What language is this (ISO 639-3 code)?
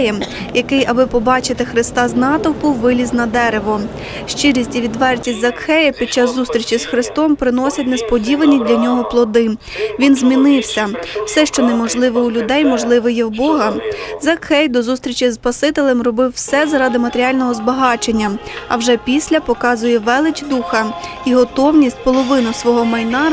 ukr